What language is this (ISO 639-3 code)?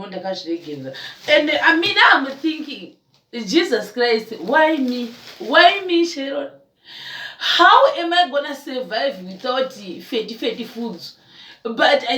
sna